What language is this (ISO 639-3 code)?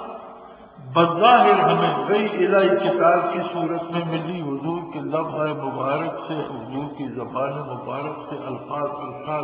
urd